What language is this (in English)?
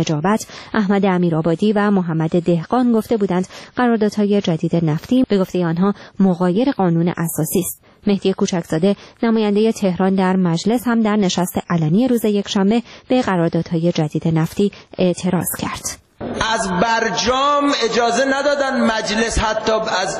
Persian